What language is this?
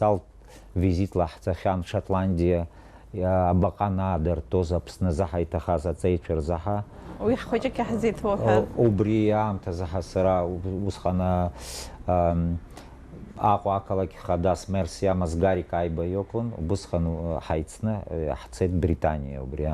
Abkhazian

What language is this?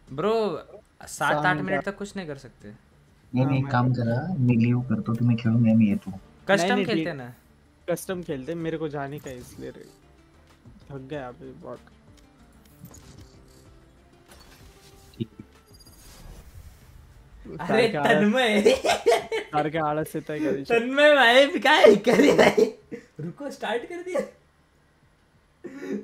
Hindi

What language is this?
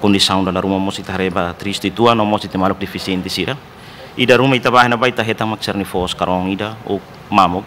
Tetum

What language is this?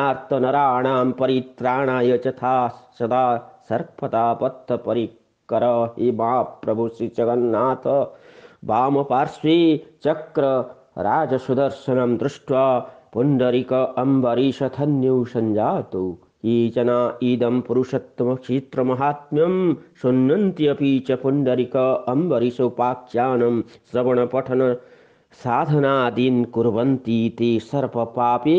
Sanskrit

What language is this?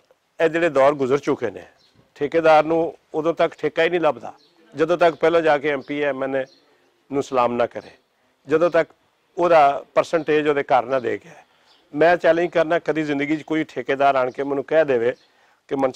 Western Panjabi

